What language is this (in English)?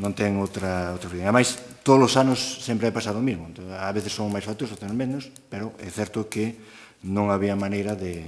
Galician